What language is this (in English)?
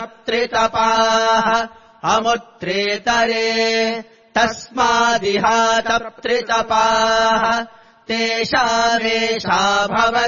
Sanskrit